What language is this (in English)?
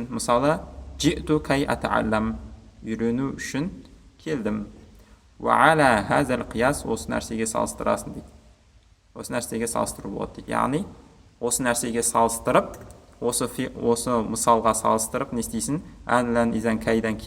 Kazakh